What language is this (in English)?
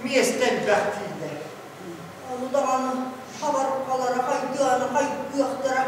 Yakut